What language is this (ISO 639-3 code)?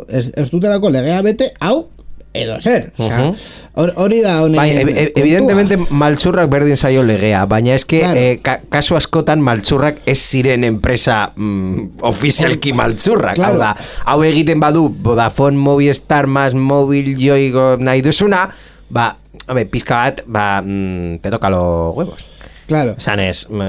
eus